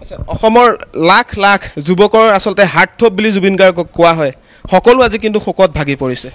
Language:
Assamese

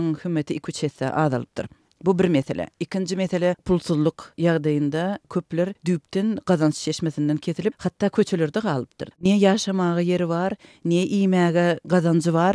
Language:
Turkmen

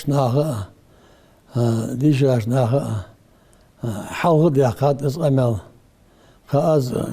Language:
Ingush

